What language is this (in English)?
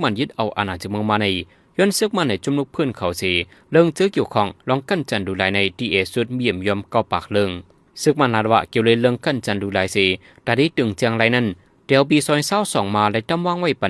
Shan